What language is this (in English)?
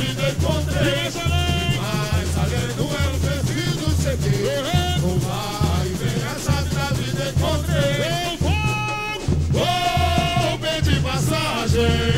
Portuguese